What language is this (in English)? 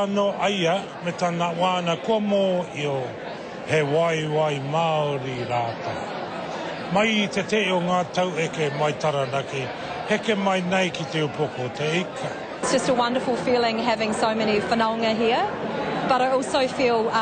Māori